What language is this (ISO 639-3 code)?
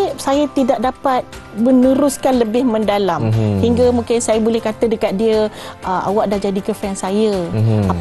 msa